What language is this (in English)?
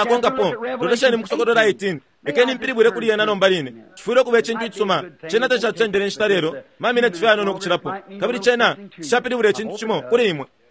Bemba